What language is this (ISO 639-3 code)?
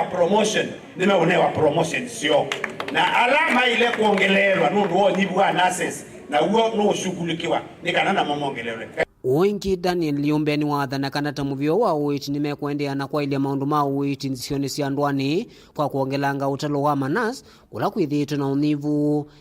kam